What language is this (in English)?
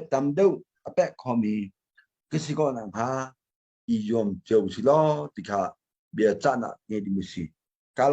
Hakha Chin